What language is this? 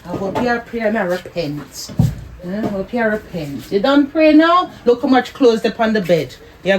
Jamaican Creole English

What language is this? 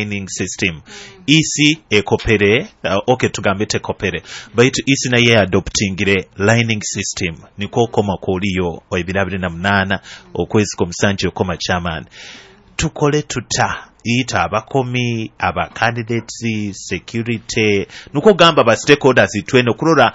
Nyoro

